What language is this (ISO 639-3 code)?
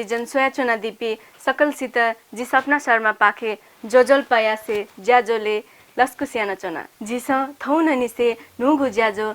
new